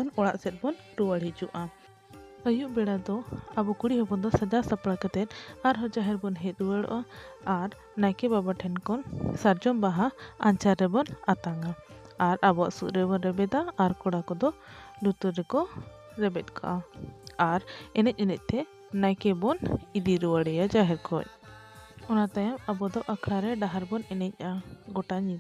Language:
Santali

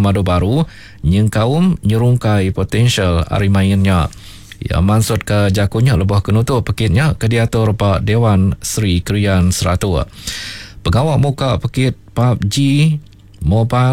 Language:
Iban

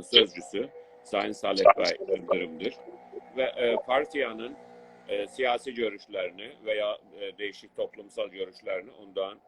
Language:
South Azerbaijani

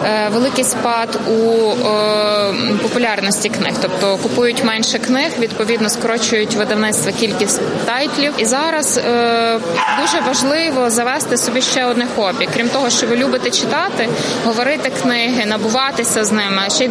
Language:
Ukrainian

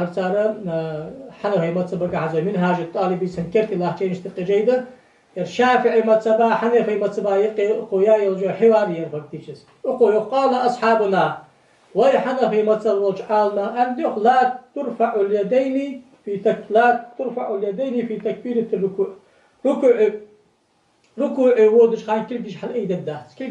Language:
Ingush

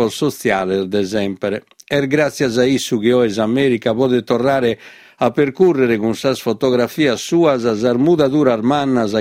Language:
Sardinian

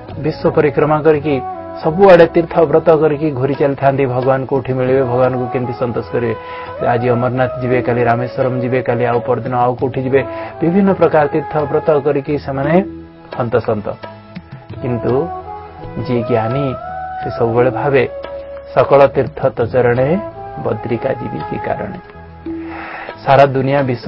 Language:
Odia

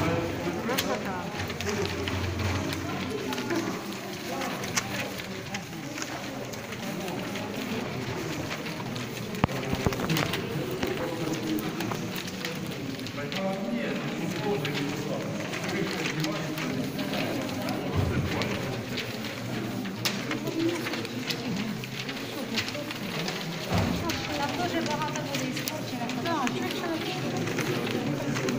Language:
Ukrainian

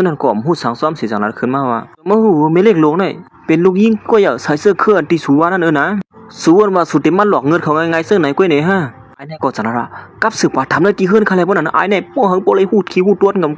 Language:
Shan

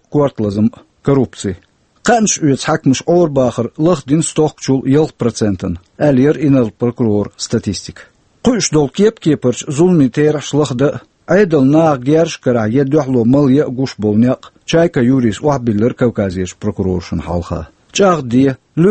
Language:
Chechen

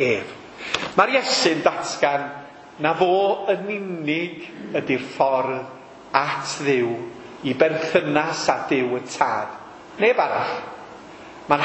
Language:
Welsh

